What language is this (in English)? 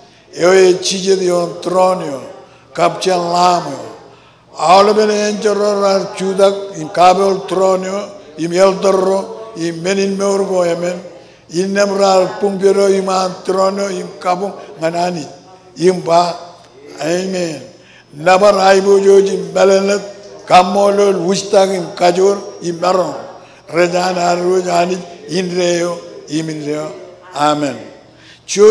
Marshallese